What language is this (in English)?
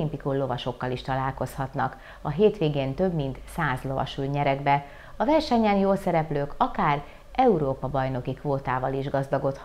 Hungarian